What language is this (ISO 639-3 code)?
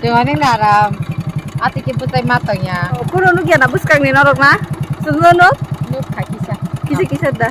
trp